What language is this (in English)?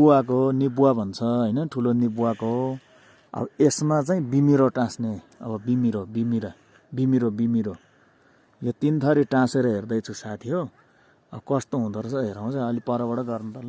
Nepali